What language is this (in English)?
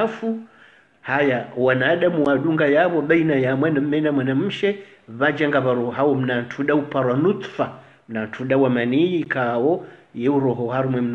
Swahili